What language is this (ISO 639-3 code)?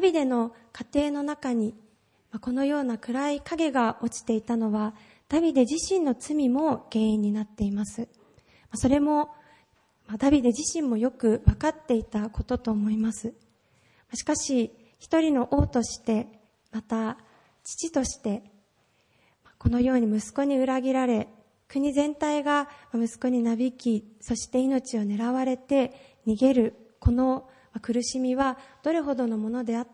jpn